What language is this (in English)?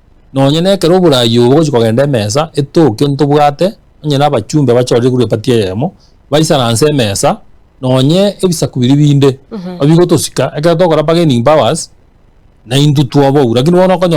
Gusii